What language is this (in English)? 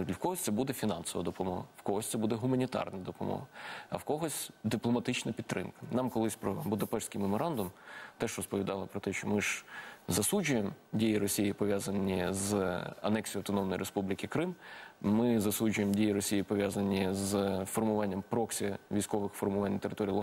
Ukrainian